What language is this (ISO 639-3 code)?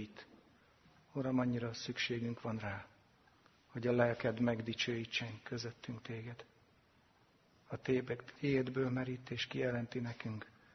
hun